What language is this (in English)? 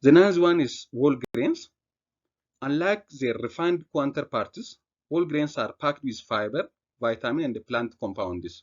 English